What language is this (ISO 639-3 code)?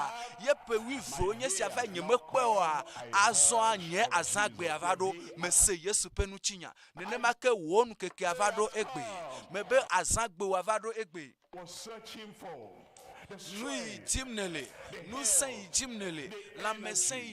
ewe